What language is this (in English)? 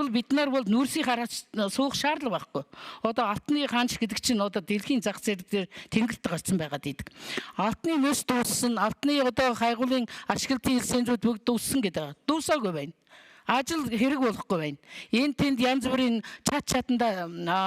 Mongolian